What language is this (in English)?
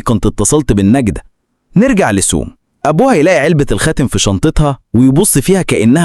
Egyptian Arabic